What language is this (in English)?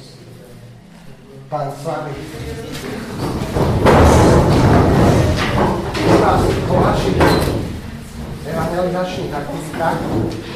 Slovak